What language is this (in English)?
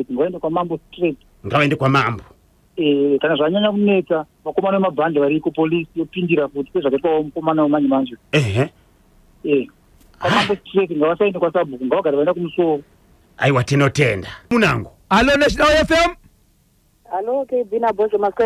Shona